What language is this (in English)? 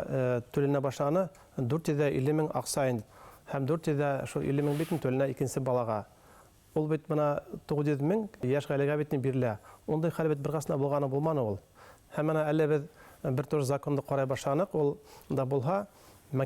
Bashkir